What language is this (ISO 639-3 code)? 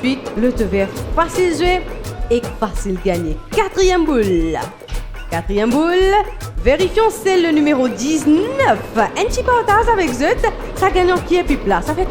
mfe